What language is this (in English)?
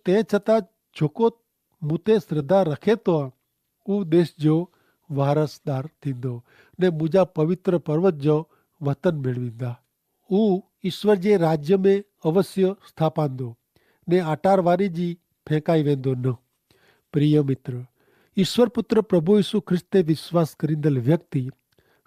Kachhi